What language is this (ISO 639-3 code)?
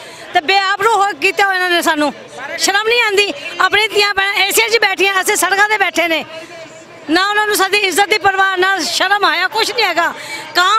lah